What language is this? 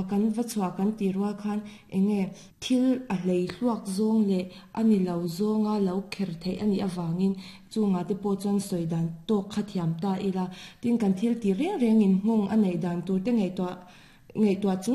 Mizo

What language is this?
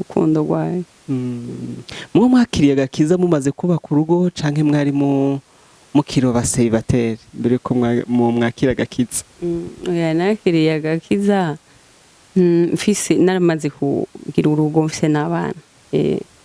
Rundi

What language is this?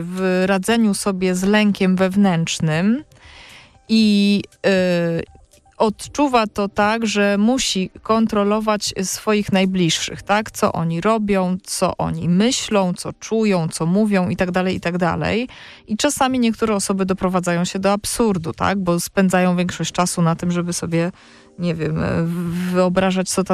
Polish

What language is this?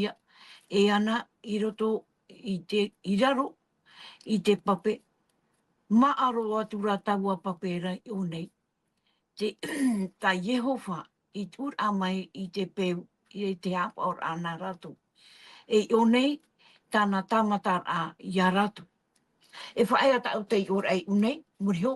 Tahitian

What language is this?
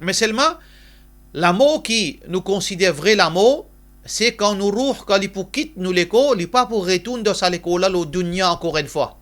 Morisyen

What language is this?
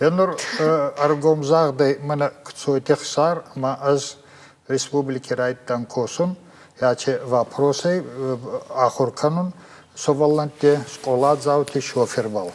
Ossetic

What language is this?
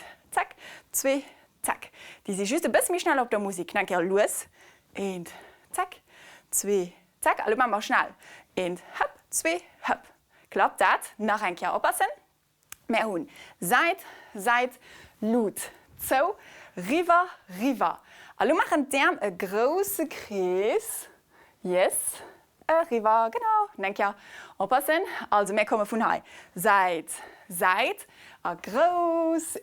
Luxembourgish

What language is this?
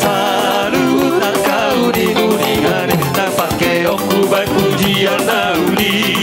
Batak Toba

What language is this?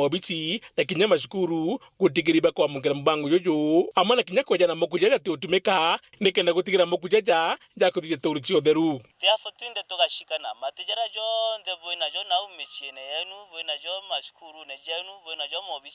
Meru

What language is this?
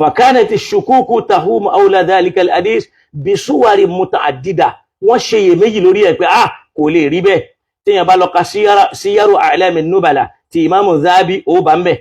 Yoruba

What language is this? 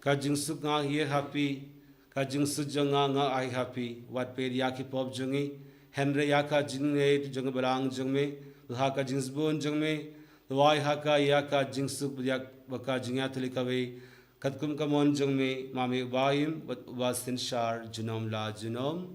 Khasi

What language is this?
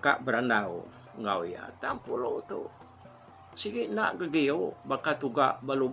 Iban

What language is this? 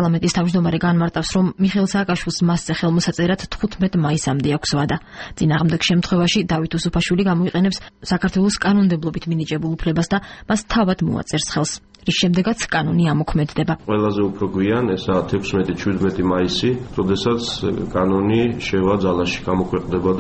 Georgian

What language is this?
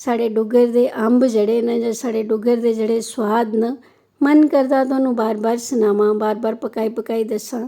Dogri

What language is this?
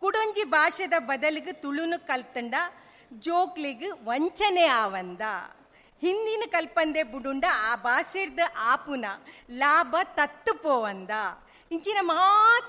Tulu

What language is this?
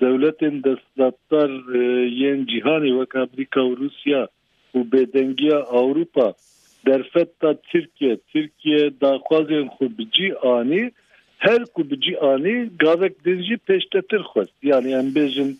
Kurdish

